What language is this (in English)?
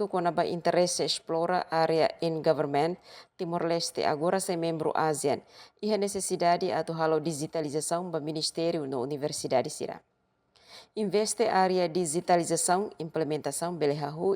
Tetum